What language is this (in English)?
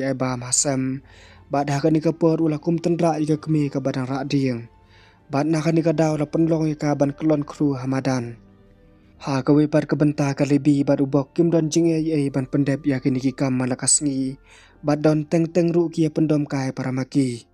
Khasi